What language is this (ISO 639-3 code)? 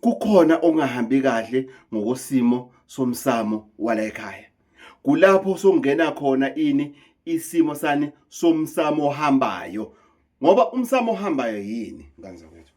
zul